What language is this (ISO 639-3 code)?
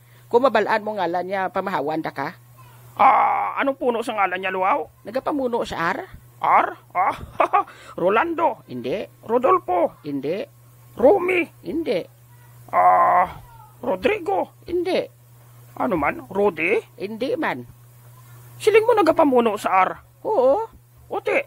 hil